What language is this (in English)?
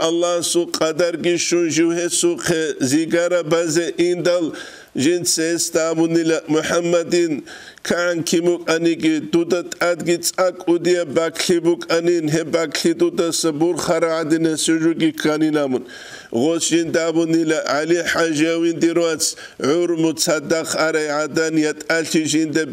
Avaric